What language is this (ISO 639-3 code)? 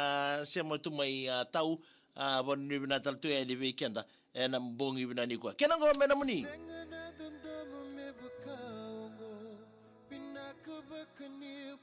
fij